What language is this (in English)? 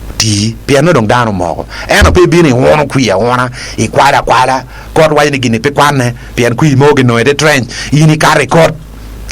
Acoli